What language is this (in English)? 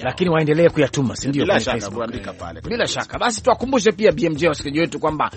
Swahili